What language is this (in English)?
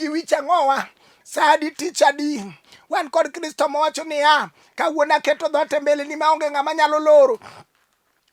Luo (Kenya and Tanzania)